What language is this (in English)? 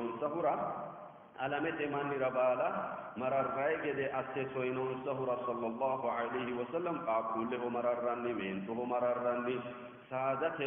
Sidamo